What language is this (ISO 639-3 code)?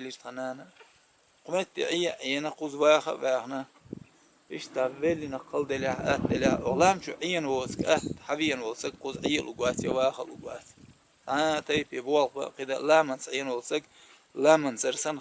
che